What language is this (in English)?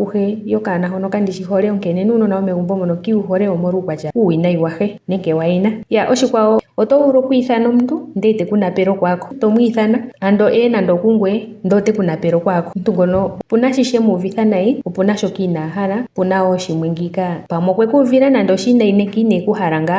Ndonga